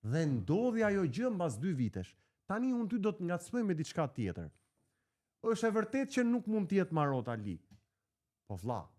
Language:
Albanian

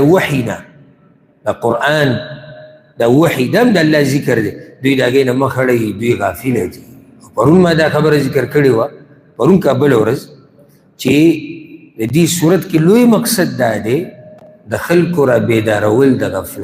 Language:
Pashto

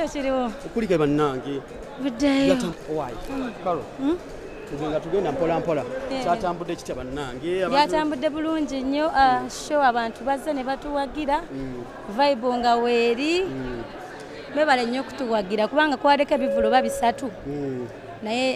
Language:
Ganda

